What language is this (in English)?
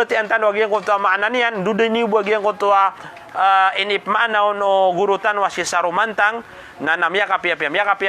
Maranao